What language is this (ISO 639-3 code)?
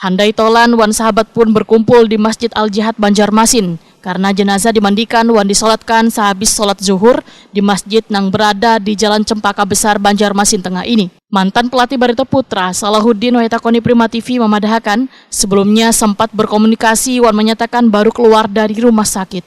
bjn